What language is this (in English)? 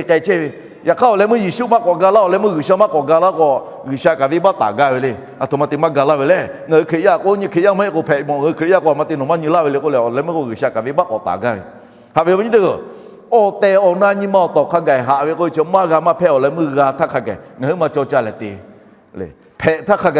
Lahu